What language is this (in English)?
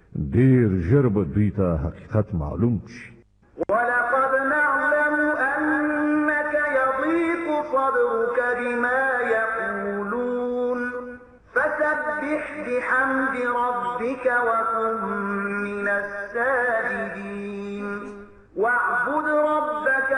Pashto